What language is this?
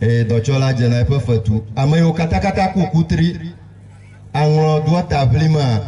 Ewe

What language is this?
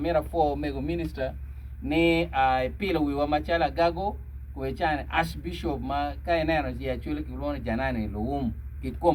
Acoli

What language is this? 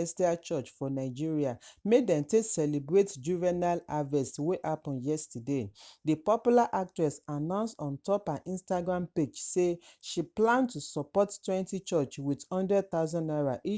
Nigerian Pidgin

